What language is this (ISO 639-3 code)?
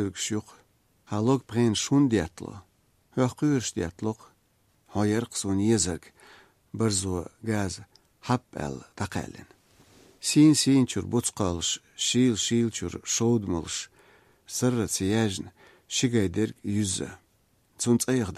che